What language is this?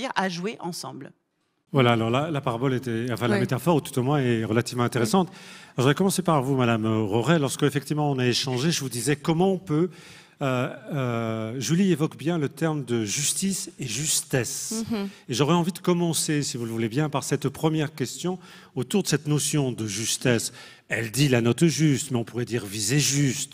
French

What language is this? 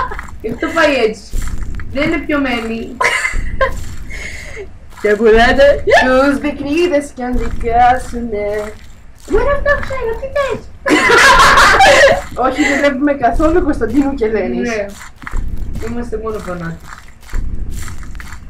Greek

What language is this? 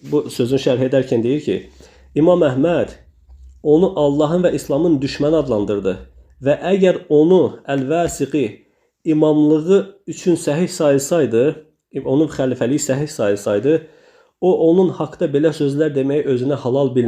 Azerbaijani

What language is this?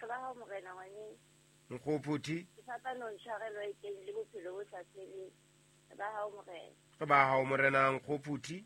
Southern Sotho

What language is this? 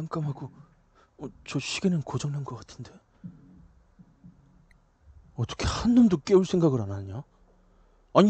Korean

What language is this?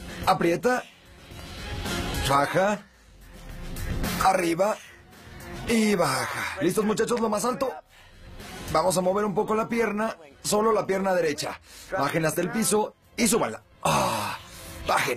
Spanish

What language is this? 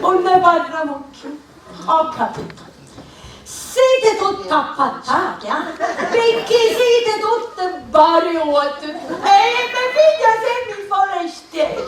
Sicilian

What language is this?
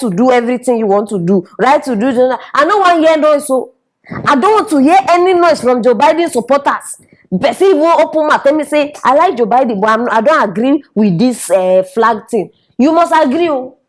Nigerian Pidgin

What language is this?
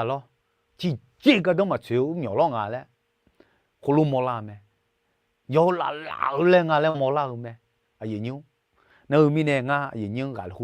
Akha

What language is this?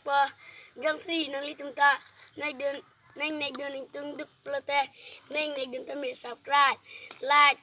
Karbi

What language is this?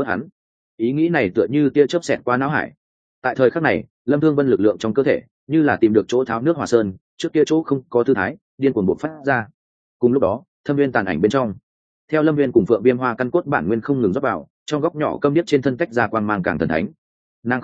Vietnamese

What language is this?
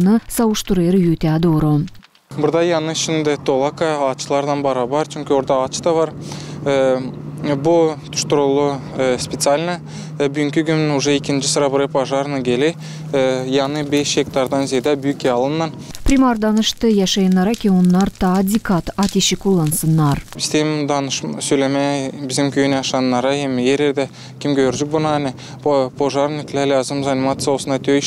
Gagauz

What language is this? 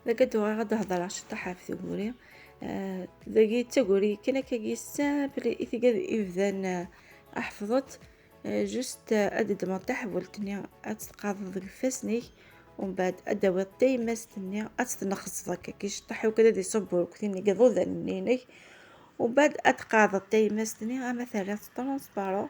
Kabyle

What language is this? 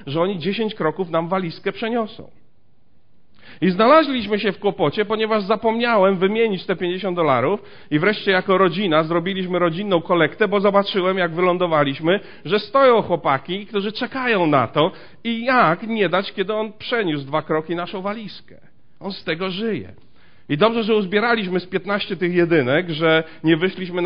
Polish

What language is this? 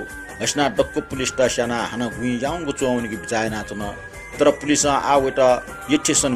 Newari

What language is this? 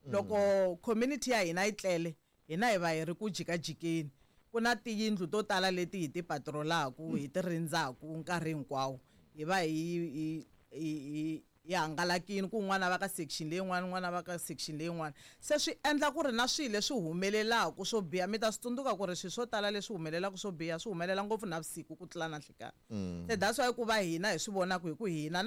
Tsonga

